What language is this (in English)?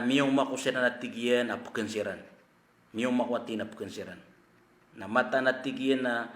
Maranao